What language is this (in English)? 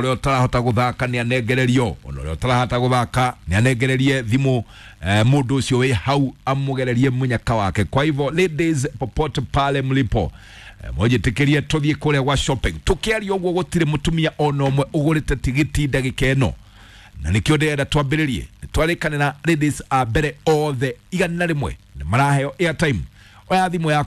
Kikuyu